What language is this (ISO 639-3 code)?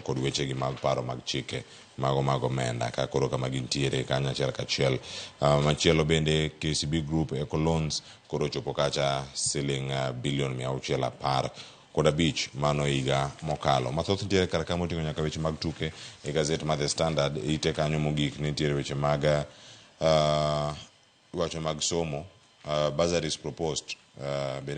luo